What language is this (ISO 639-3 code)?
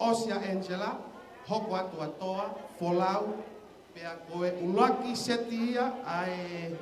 ton